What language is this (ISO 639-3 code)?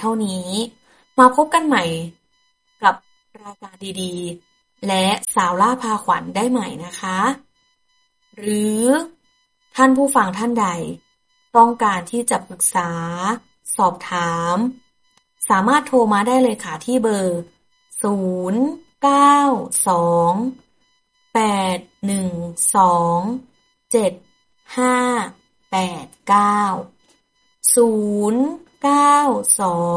tha